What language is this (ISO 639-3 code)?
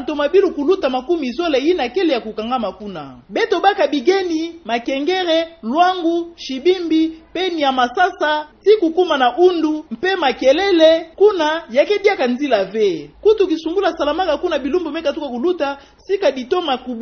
ktu